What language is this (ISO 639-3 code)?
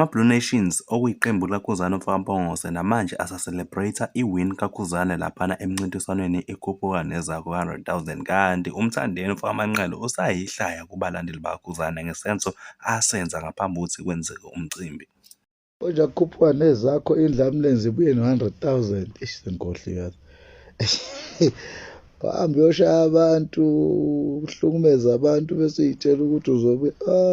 zul